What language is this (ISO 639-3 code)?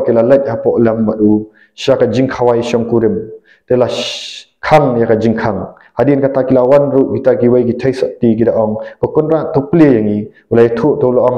kha